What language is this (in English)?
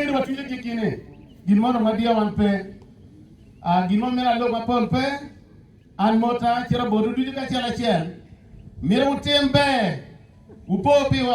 Acoli